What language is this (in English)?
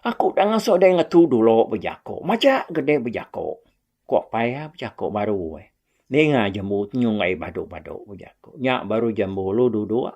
Iban